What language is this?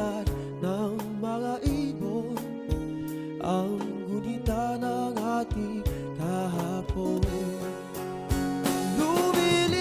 Filipino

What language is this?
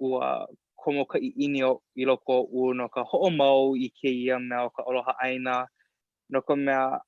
Hawaiian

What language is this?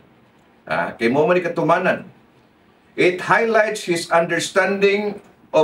Cebuano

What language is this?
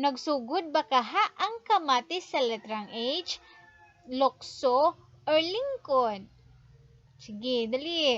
Cebuano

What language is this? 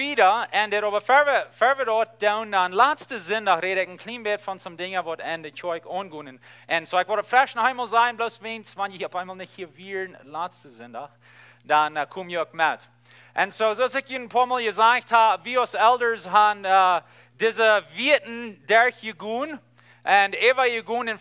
Plautdietsch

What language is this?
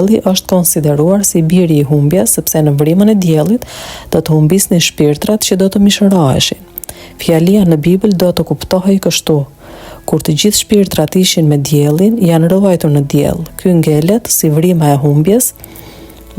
Albanian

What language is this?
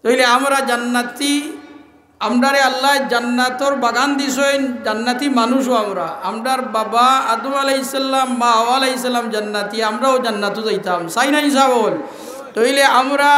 Sylheti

